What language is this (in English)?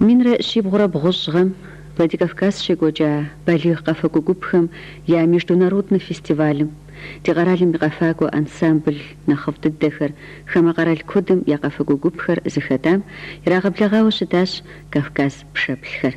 Kabardian